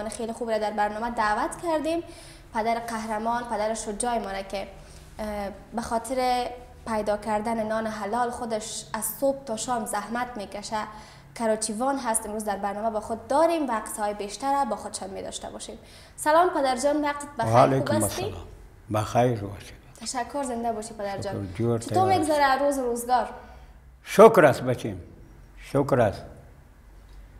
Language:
Persian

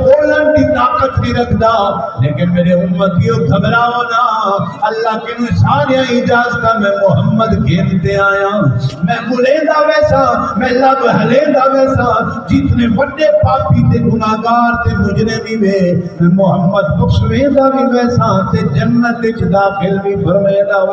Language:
Saraiki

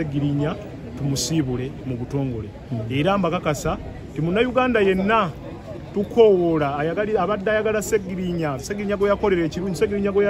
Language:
Ganda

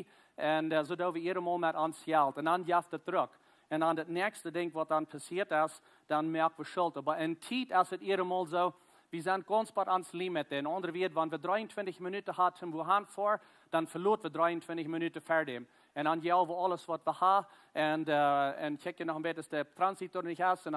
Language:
Plautdietsch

